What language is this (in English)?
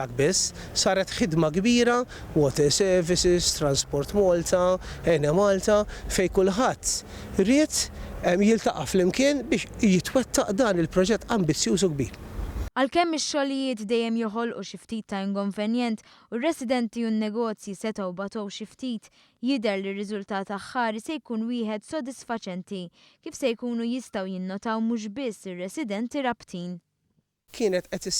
Maltese